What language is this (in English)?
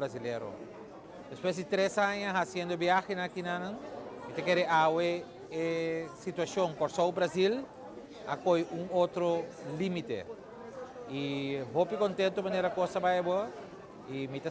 Papiamento